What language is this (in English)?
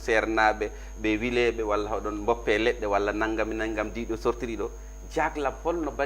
Fula